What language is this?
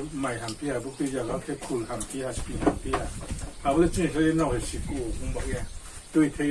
Riang (India)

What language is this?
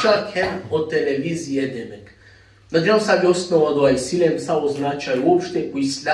Balkan Romani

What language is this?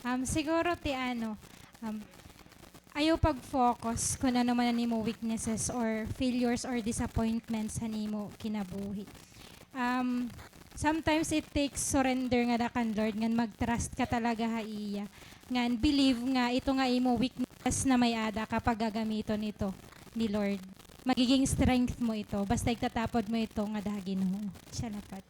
Waray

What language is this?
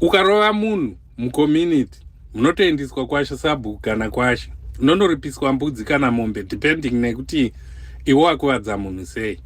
Shona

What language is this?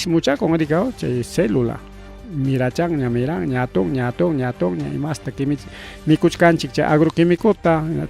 Ayacucho Quechua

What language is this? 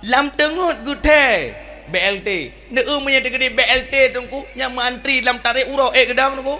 Achinese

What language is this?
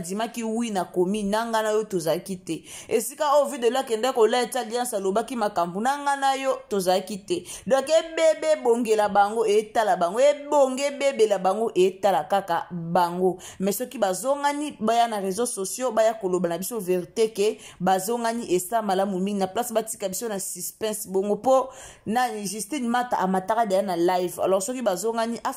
Lingala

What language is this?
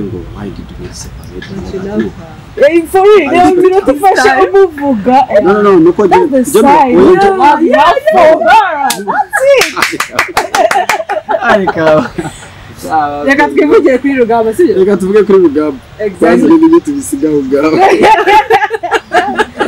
Kinyarwanda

